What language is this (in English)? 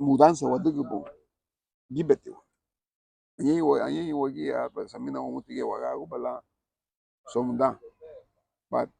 Garifuna